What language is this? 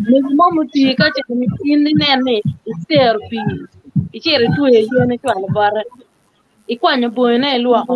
Acoli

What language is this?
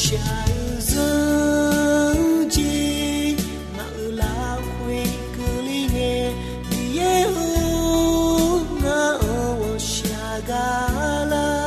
Akha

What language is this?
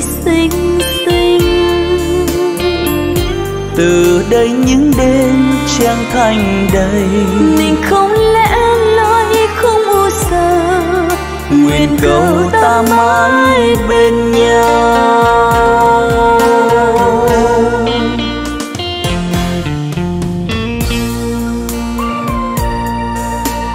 Vietnamese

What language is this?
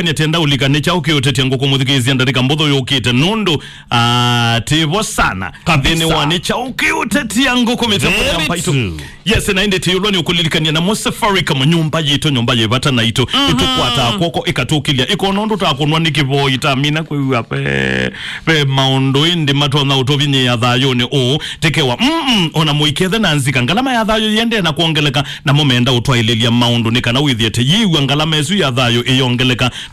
Kamba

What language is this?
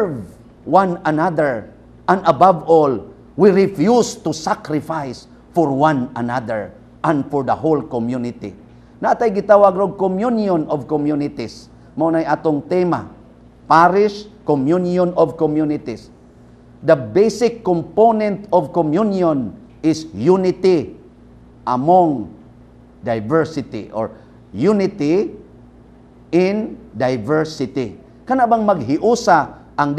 Cebuano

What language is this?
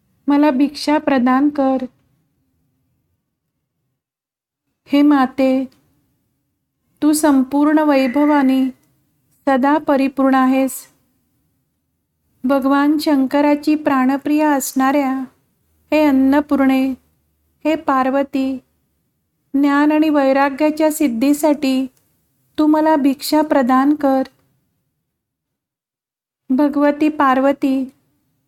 Marathi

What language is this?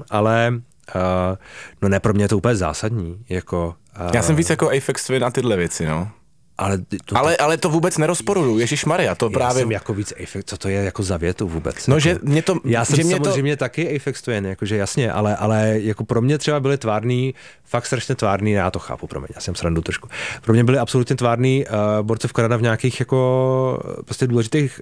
Czech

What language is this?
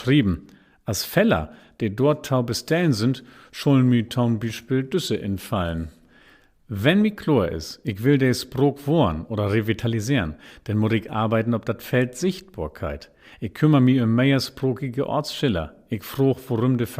Low German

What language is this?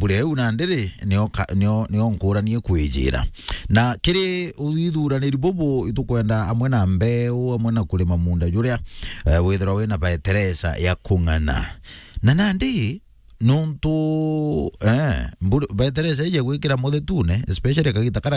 Meru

